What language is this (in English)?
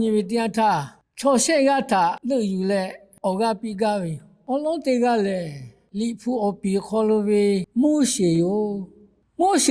Lahu